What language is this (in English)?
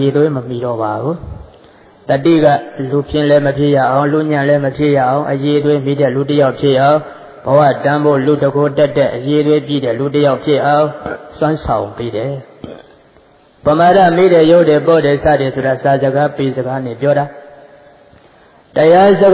Burmese